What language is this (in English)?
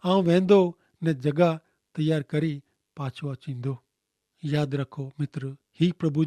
Kachhi